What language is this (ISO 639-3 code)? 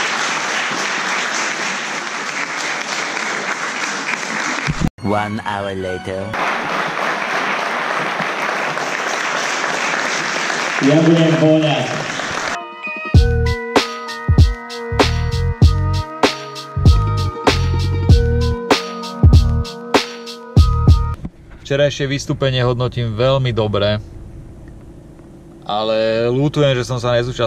slk